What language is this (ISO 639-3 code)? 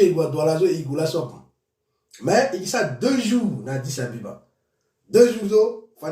sag